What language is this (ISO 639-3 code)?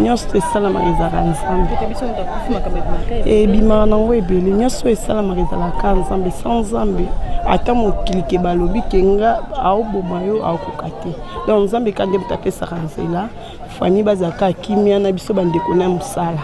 lin